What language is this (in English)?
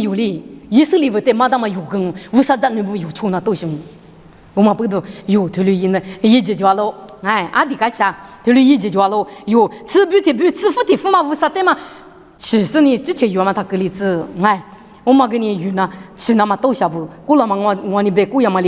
Lisu